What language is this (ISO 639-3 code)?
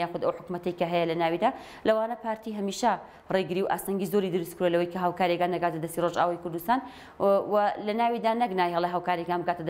ckb